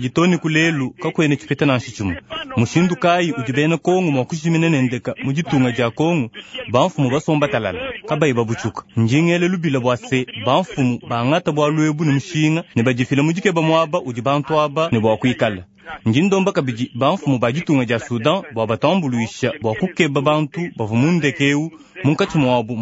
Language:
Luba-Lulua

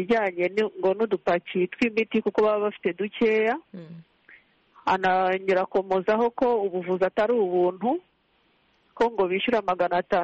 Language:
Kinyarwanda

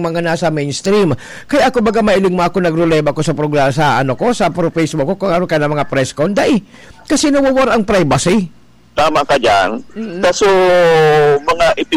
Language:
Bikol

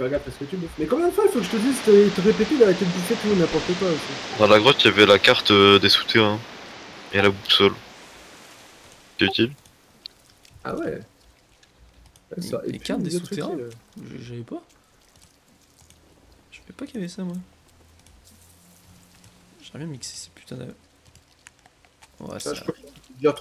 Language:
French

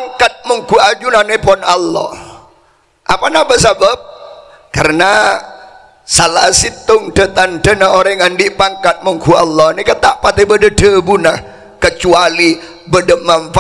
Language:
Madurese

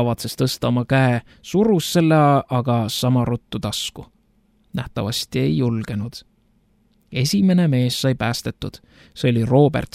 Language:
Estonian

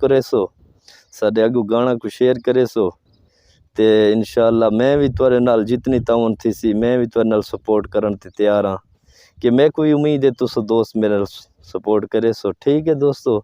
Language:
Saraiki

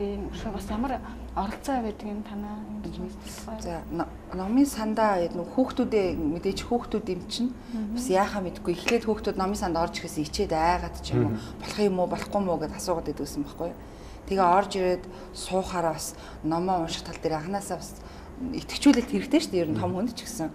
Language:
Mongolian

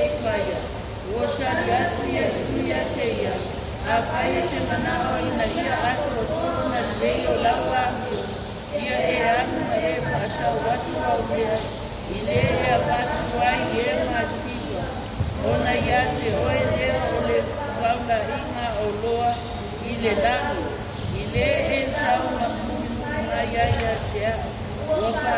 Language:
Samoan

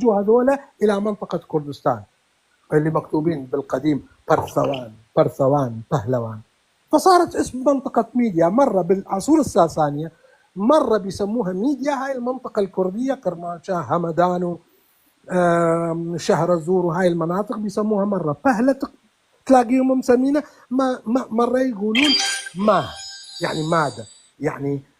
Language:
North Levantine Arabic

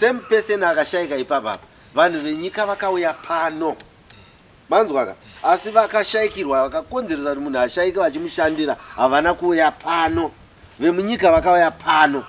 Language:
Shona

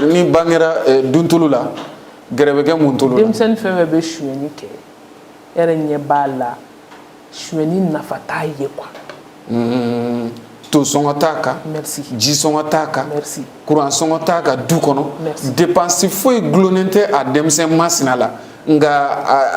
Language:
Bambara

